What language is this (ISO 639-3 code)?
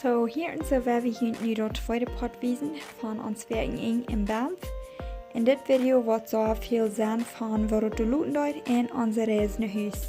pdt